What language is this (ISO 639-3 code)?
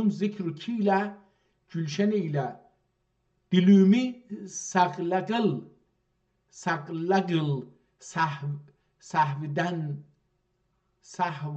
azb